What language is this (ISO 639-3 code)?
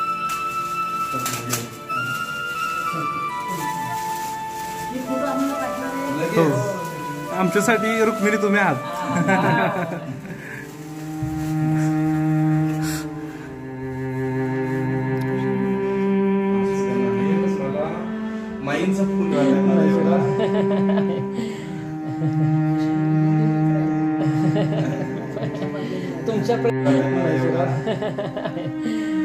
mar